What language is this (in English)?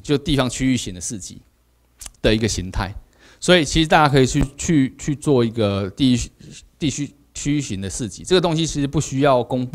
Chinese